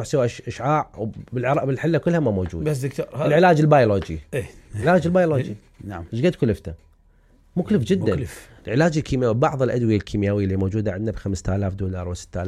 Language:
Mesopotamian Arabic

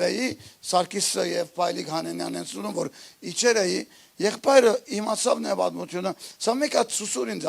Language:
Western Armenian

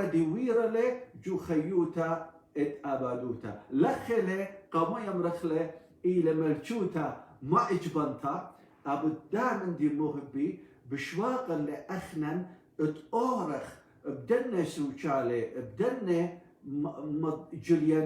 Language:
Assyrian Neo-Aramaic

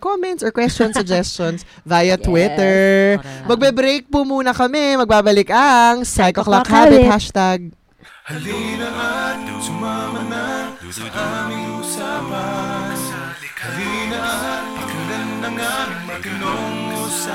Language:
Filipino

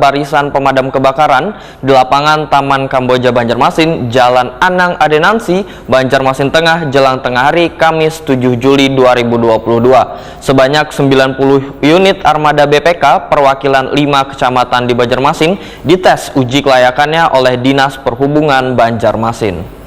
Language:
Banjar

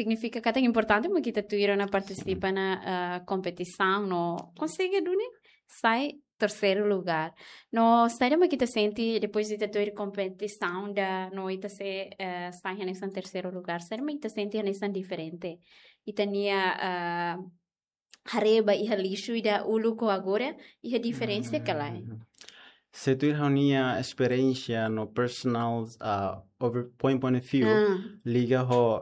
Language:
Tetum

